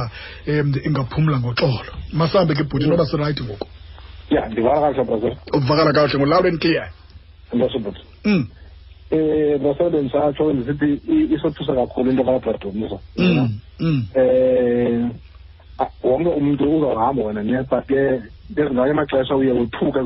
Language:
Xhosa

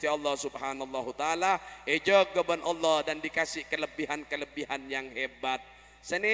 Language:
Madurese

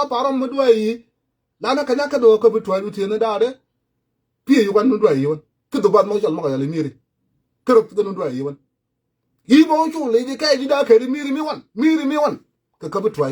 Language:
Nuer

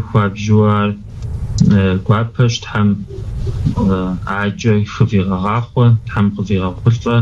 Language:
Kabardian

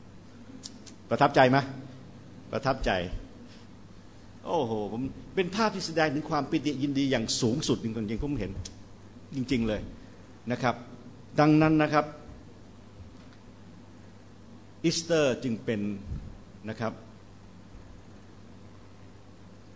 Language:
Thai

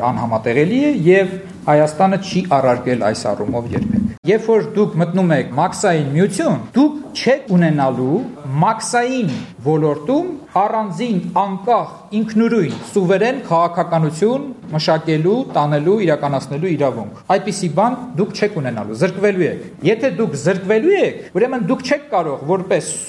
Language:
Armenian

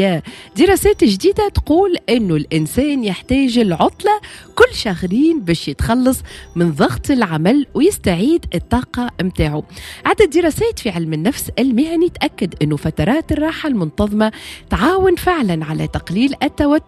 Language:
Tunisian Arabic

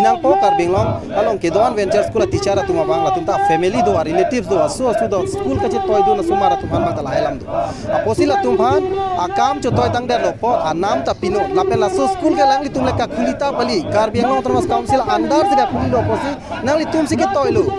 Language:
Karbi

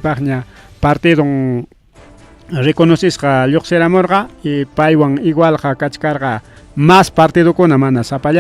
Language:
Ayacucho Quechua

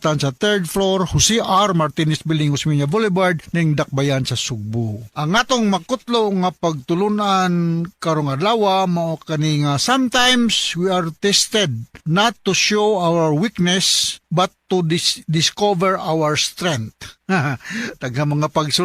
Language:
Cebuano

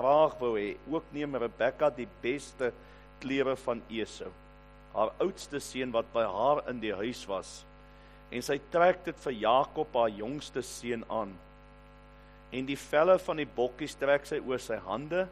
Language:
Afrikaans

